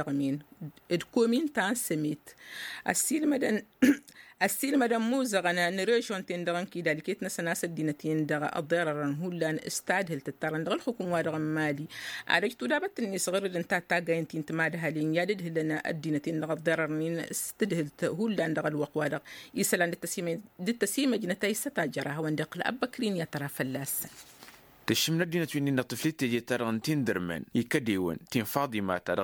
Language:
Tamasheq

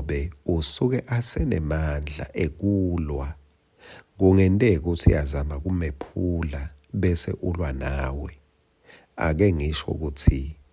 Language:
Swati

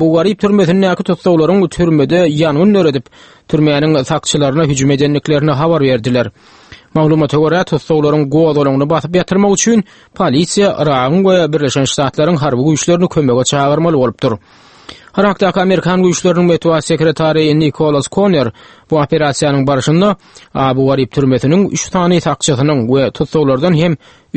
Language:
Turkmen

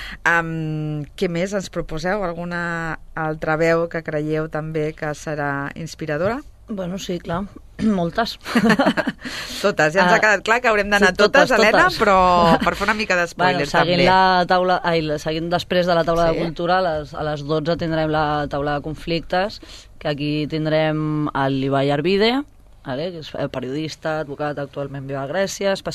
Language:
Catalan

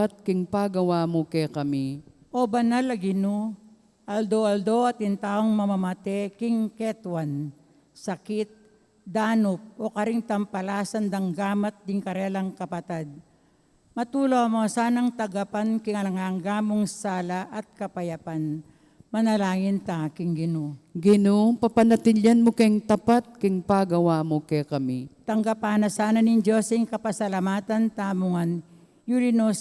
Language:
Pampanga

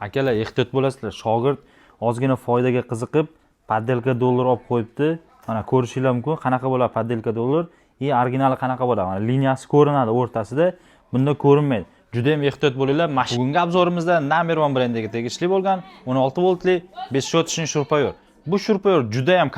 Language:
Uzbek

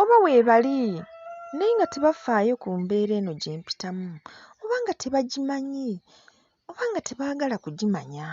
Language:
Ganda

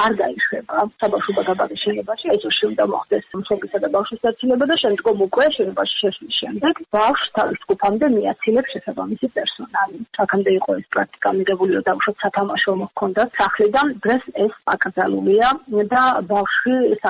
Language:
Georgian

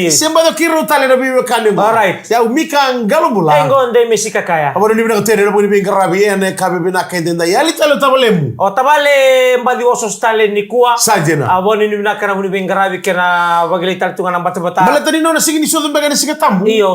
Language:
Fijian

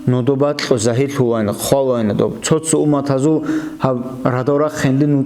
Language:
Avaric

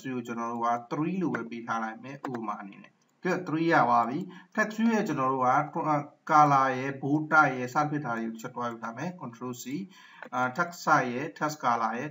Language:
Burmese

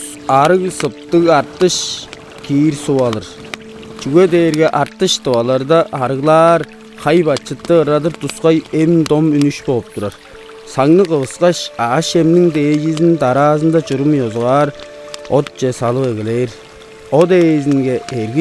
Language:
Tuvinian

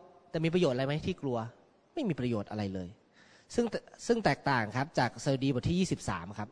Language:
Thai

